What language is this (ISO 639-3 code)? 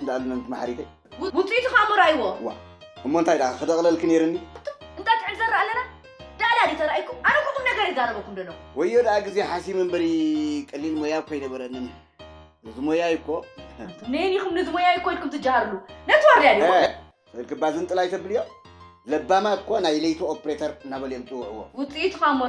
tir